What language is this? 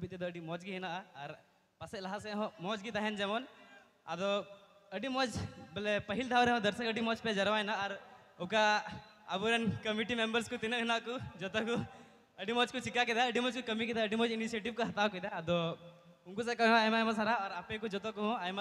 Santali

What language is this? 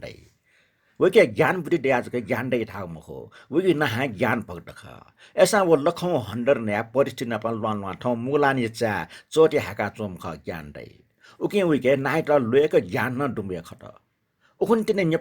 Newari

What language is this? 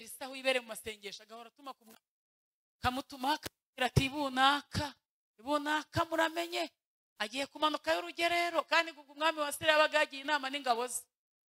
Kinyarwanda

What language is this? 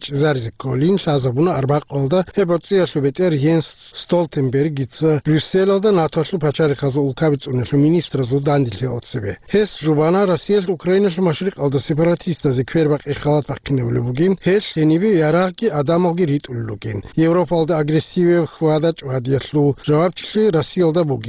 Avaric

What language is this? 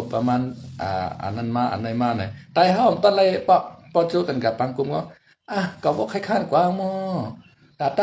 Shan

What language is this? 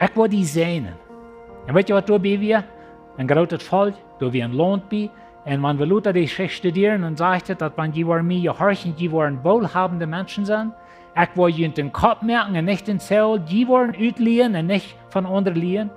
Plautdietsch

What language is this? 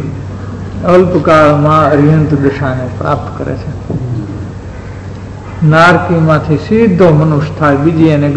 Gujarati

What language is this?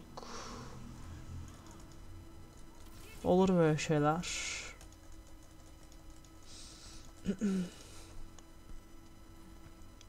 Turkish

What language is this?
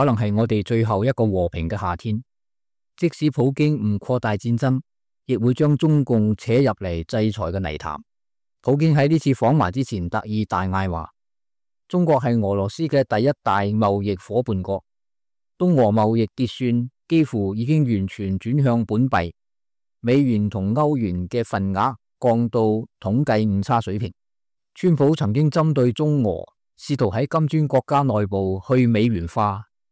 Cantonese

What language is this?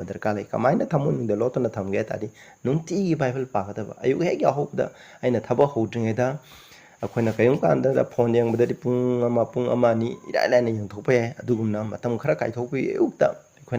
Manipuri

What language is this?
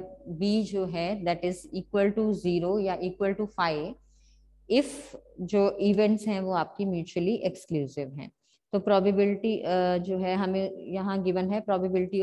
Hindi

